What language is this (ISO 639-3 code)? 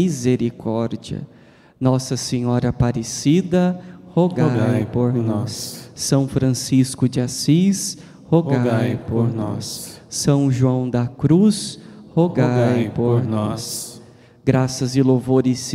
por